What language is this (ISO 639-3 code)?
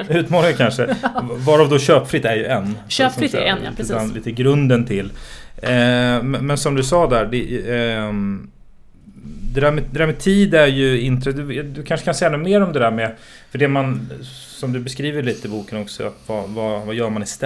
swe